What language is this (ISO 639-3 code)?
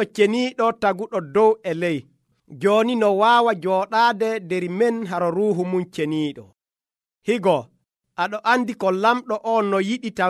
fuv